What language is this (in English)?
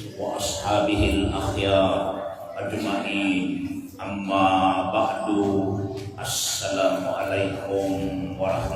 Maranao